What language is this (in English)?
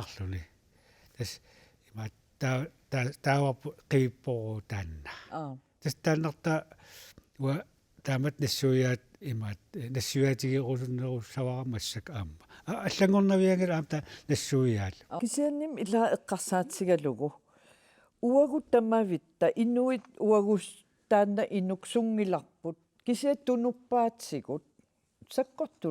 Kalaallisut